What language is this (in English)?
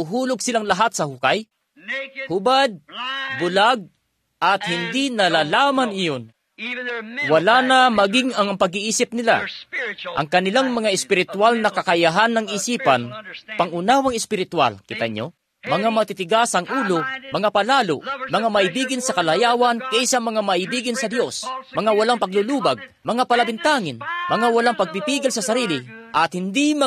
Filipino